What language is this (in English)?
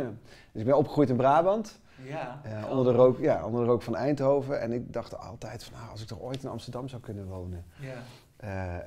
Dutch